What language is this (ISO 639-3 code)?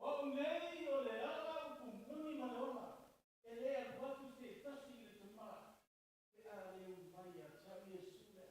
smo